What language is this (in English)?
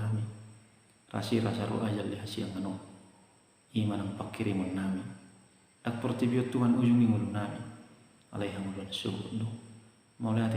Batak Toba